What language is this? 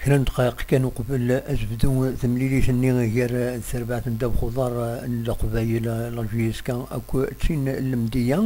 Kabyle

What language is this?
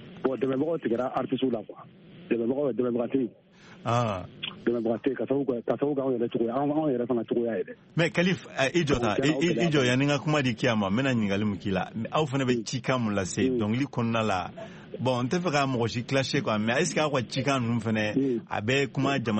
Bambara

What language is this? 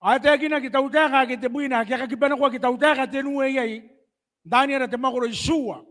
Gilbertese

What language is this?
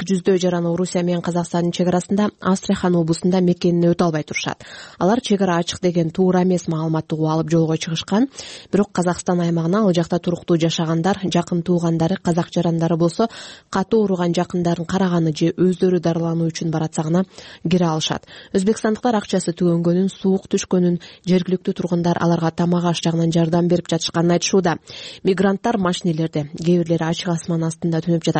Kyrgyz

